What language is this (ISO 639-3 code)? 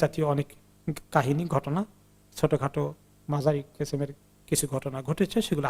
ben